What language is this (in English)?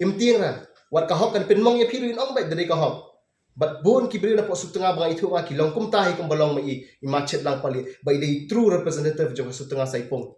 Khasi